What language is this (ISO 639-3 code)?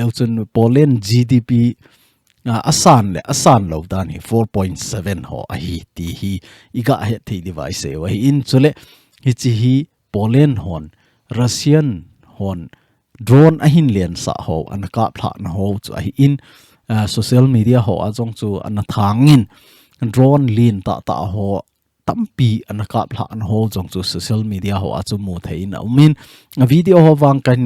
tcz